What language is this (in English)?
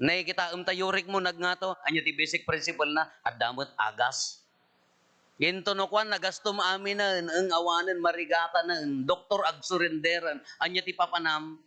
Iloko